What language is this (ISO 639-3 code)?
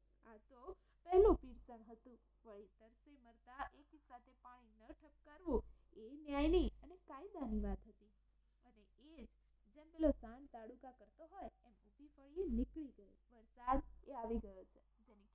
guj